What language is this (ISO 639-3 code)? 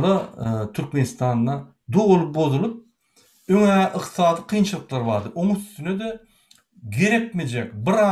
tuk